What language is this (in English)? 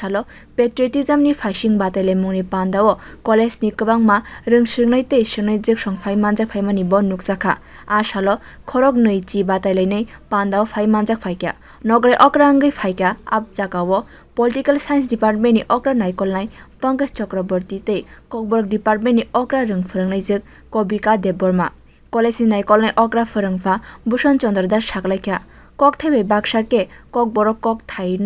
Kok Borok